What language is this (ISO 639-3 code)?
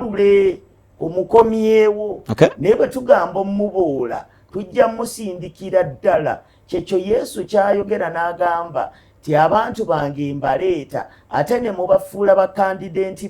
lug